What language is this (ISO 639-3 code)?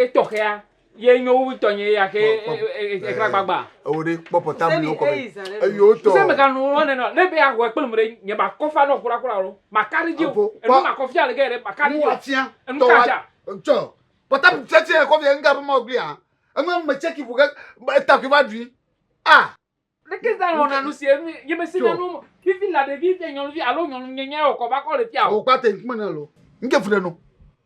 ewe